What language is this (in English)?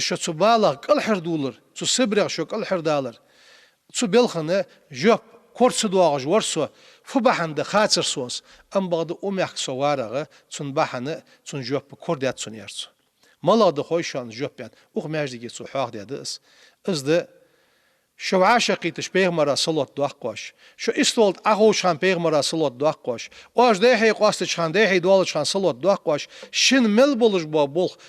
Ingush